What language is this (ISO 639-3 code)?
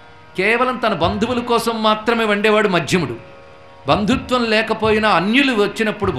tel